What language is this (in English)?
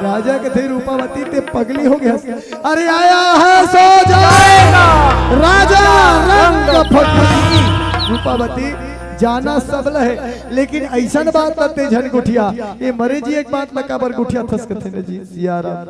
Chhattisgarhi